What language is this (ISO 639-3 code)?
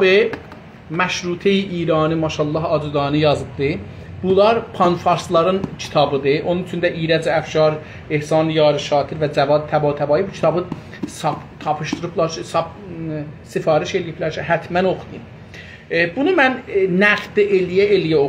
azb